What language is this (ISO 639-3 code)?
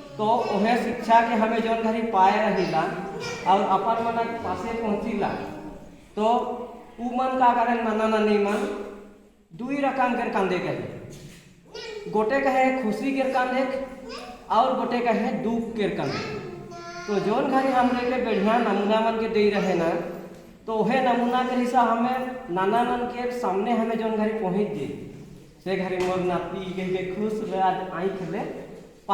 sck